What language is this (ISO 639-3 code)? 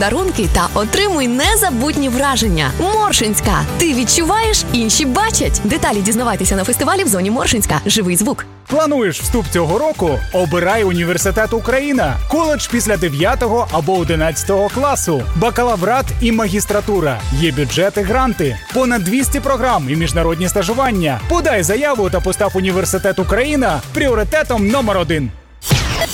ukr